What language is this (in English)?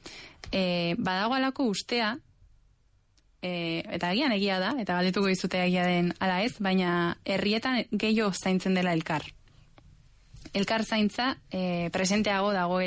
Basque